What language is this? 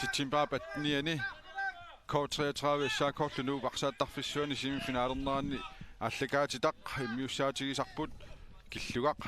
Kalaallisut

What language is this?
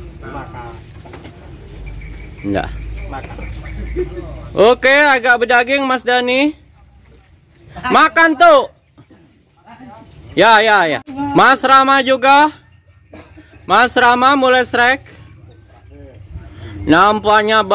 Indonesian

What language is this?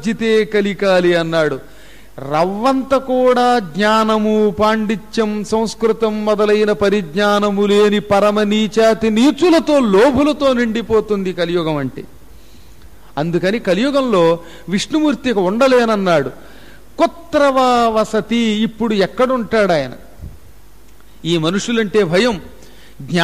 Telugu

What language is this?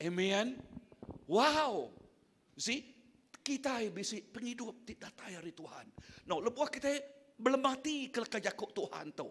Iban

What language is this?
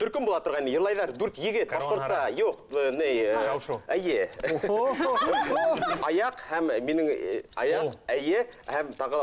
Bashkir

